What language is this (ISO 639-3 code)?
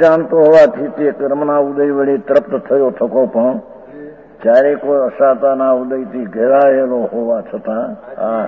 guj